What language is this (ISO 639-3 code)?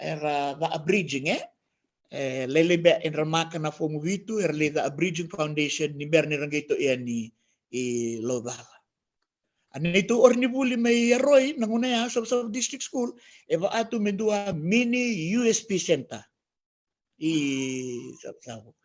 fij